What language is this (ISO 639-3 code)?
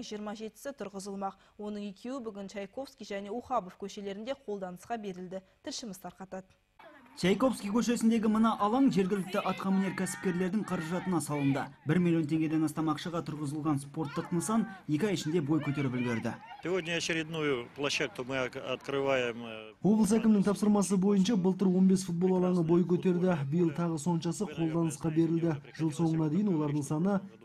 kaz